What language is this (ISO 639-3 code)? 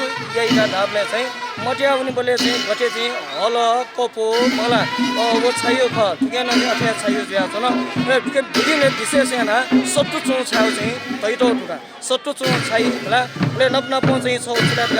new